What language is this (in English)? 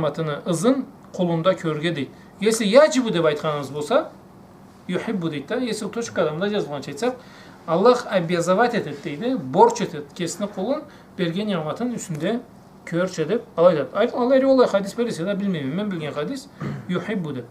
Karachay-Balkar